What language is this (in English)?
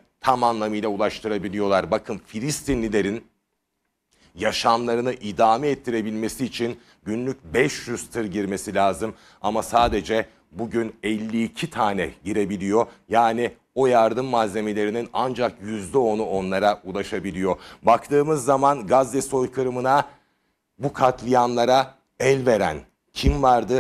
Turkish